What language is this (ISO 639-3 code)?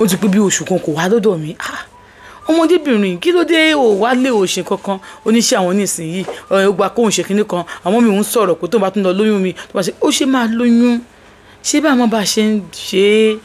yor